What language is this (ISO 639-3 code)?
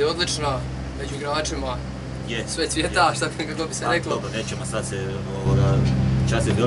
hrv